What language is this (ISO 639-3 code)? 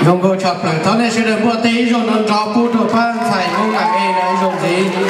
hmn